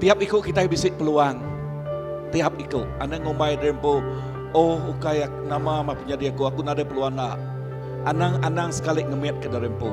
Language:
Iban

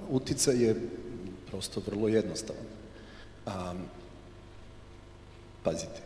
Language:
Serbian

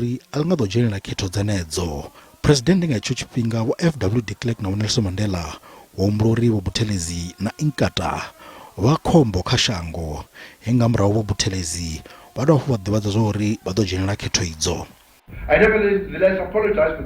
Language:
Venda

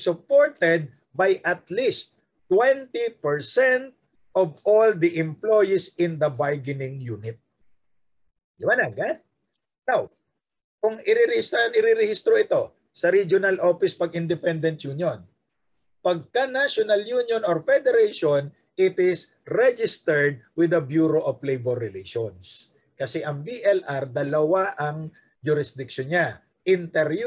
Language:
Filipino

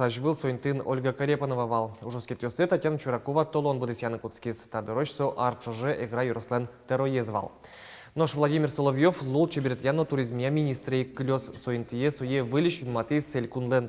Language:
Udmurt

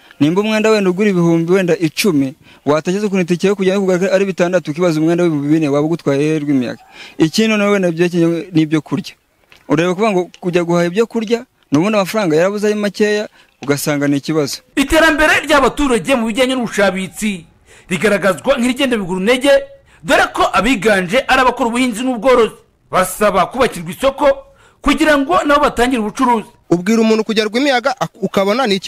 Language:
Kinyarwanda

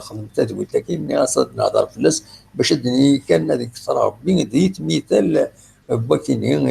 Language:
Kabyle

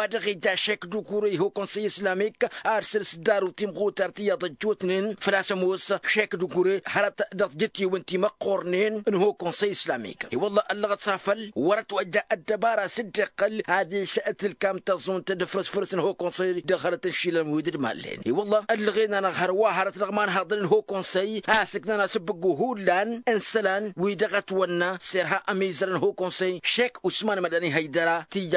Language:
Tamasheq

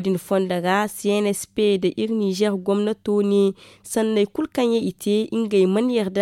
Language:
Zarma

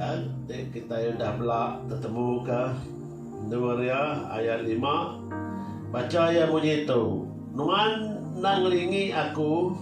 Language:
Iban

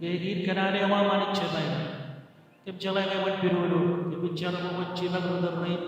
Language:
Marshallese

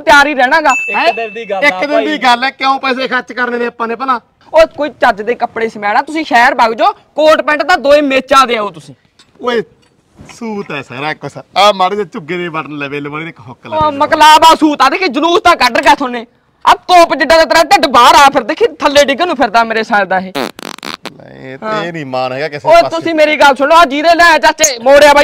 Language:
Punjabi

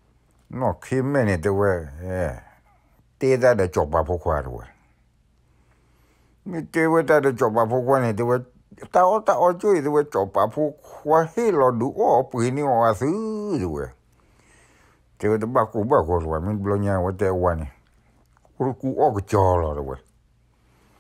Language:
S'gaw Karen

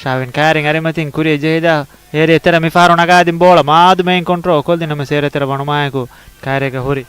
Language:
Divehi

